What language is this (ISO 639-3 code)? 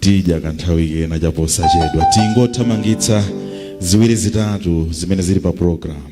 nya